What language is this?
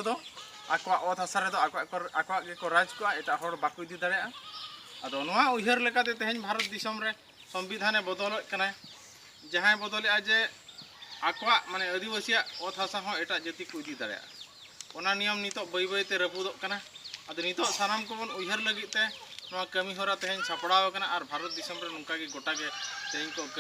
Santali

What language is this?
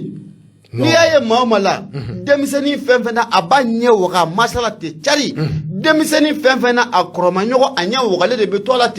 Bambara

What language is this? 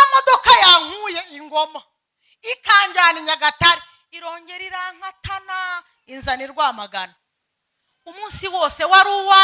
Kinyarwanda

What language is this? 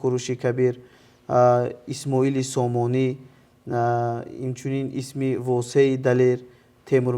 Tajik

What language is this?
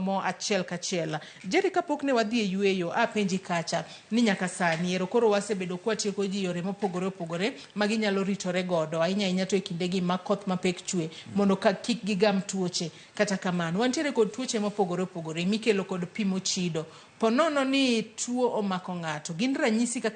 Luo (Kenya and Tanzania)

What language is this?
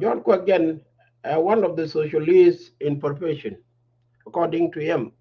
Nuer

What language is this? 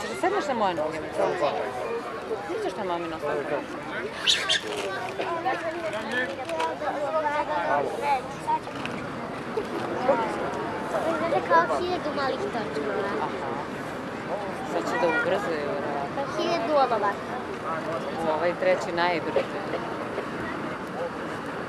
Serbian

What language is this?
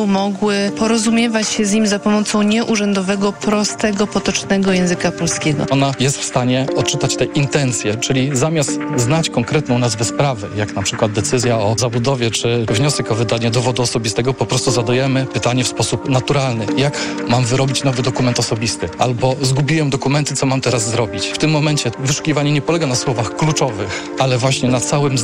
Polish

